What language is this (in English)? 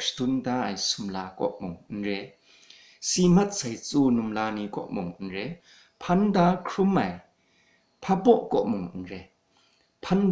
Kachin